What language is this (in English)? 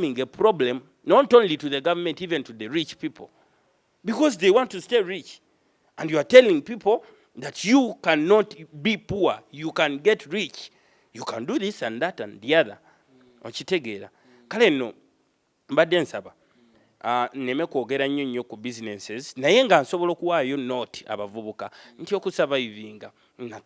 Ganda